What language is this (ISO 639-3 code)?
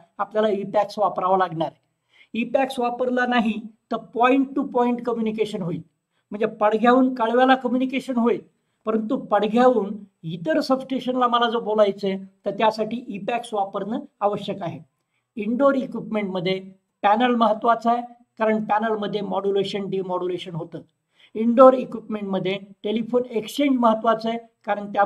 mar